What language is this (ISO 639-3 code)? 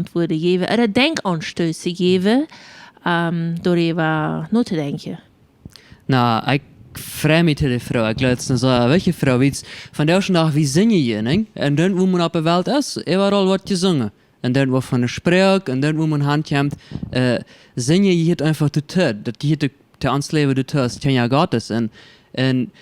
pdt